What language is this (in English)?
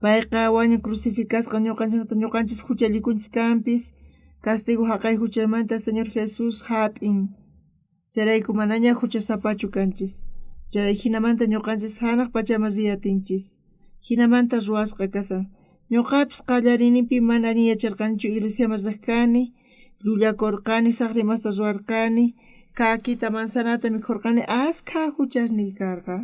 South Bolivian Quechua